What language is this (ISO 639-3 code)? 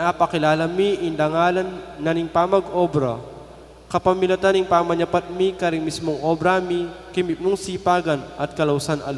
pam